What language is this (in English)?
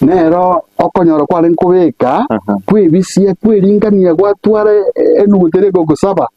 Gusii